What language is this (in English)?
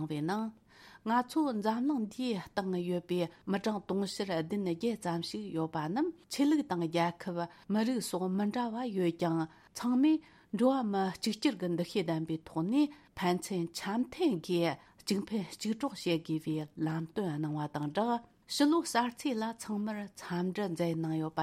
Tibetan